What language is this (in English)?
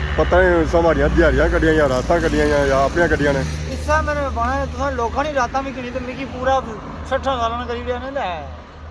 Pahari-Potwari